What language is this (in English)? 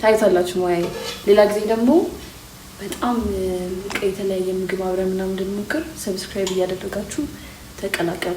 Amharic